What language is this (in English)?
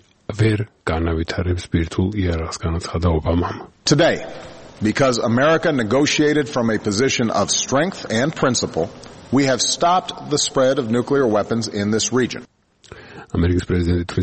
Georgian